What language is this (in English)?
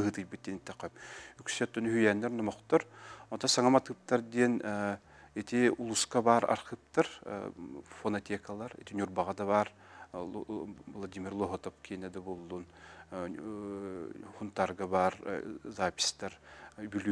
Yakut